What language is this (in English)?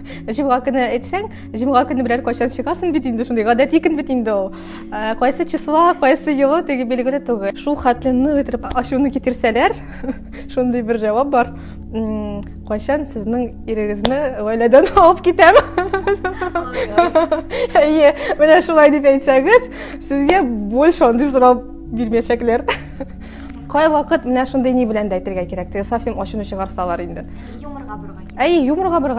Tatar